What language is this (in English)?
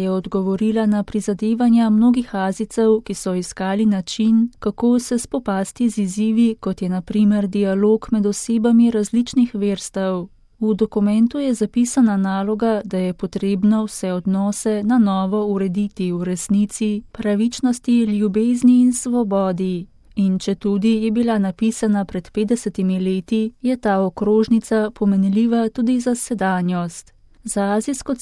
Slovenian